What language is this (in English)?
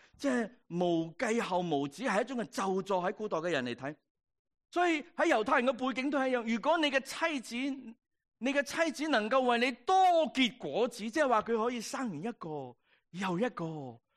Cantonese